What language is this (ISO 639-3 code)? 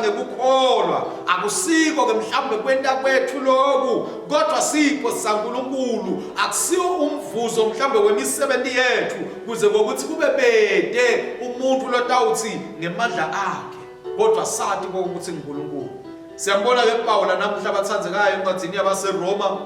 ssw